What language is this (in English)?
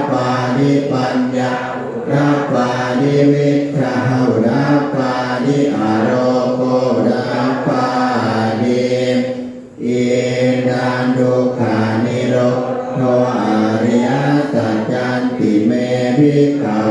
Pali